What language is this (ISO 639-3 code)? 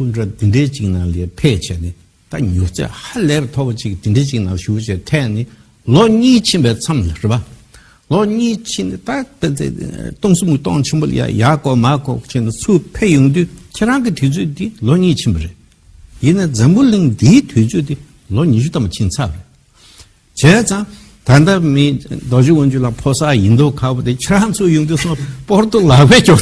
bod